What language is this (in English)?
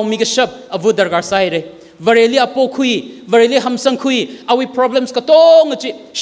Tangkhul Naga (India)